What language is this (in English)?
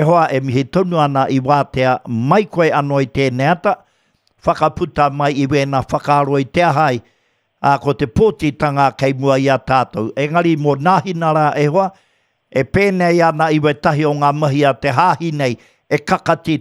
Māori